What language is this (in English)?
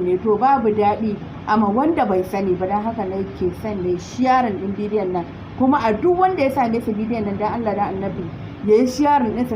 Hausa